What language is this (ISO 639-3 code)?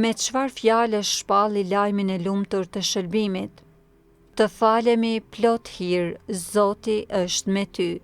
sqi